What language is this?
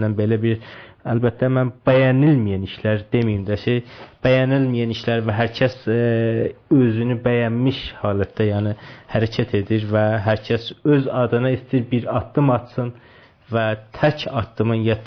South Azerbaijani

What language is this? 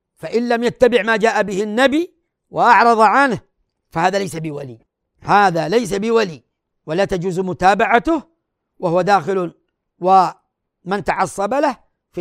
Arabic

